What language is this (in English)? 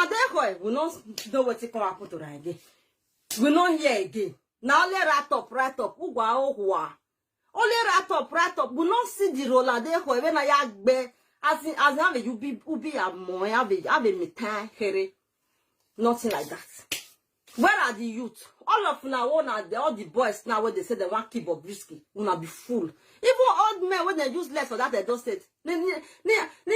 Nigerian Pidgin